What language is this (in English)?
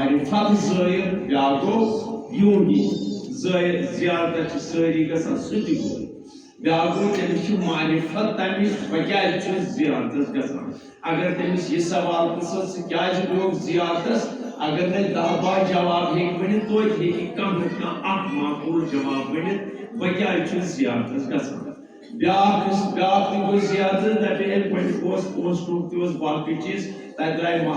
Kashmiri